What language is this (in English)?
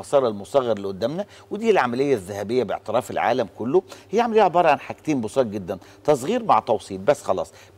Egyptian Arabic